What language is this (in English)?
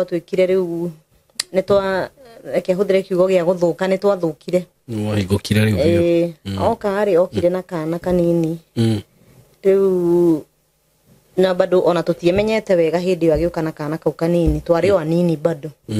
Kikuyu